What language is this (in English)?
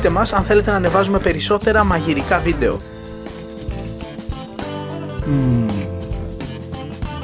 Greek